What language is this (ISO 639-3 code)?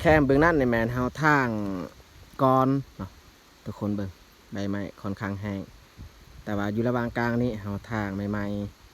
lao